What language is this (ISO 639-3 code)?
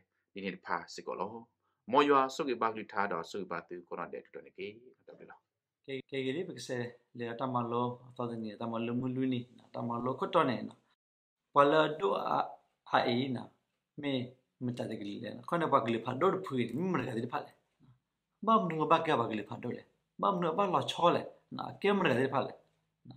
ksw